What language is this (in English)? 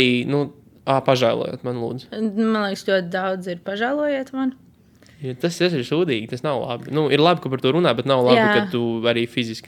Latvian